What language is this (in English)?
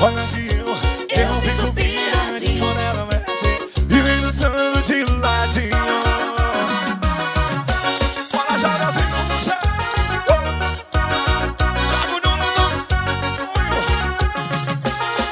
Portuguese